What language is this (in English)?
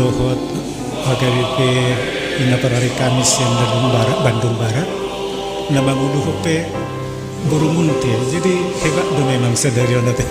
Batak Toba